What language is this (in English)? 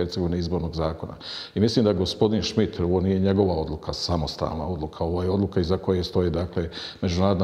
Bosnian